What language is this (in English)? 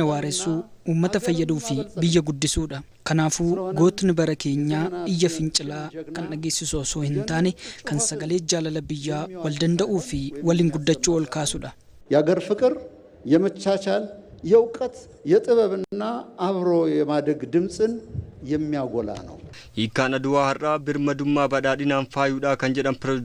Oromo